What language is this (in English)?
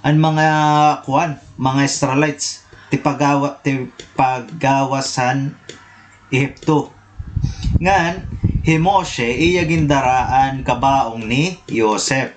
Waray